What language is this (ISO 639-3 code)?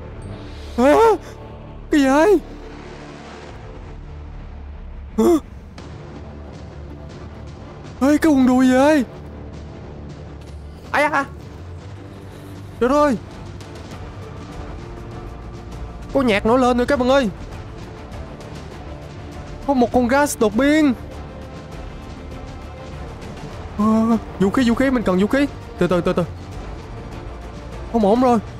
vie